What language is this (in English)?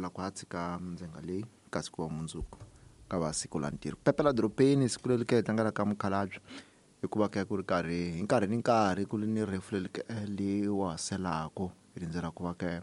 Tsonga